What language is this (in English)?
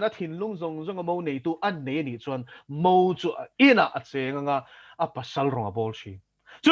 Mizo